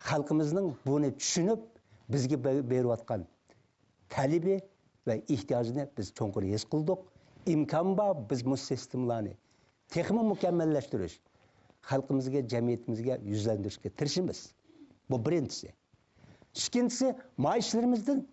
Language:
Uyghur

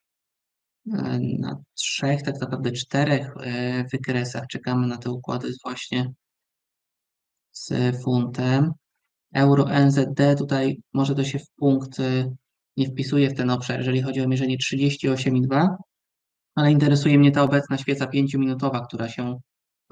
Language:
Polish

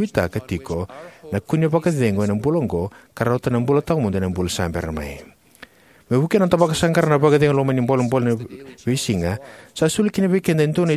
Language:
Fijian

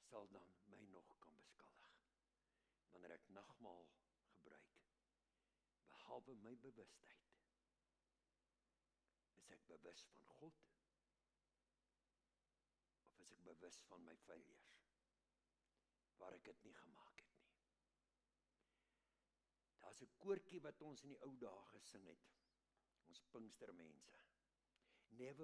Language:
Afrikaans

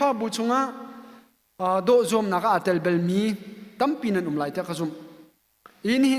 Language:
Hakha Chin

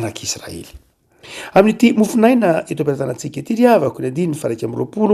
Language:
Malagasy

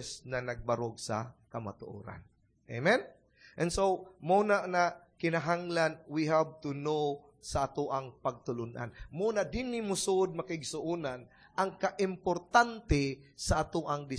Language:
Cebuano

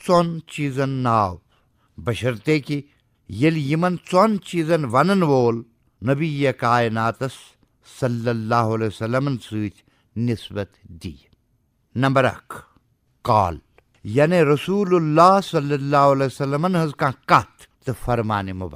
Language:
Kashmiri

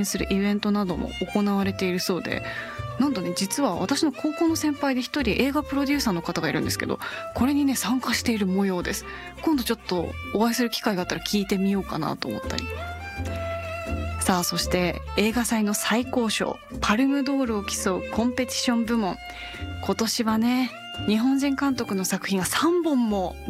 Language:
Japanese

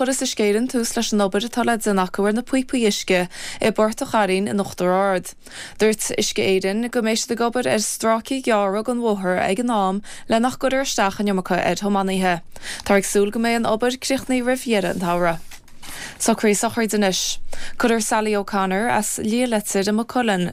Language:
Irish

